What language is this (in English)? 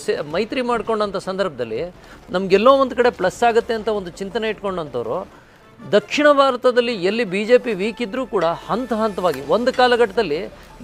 Kannada